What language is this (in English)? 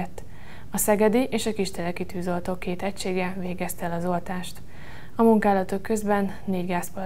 Hungarian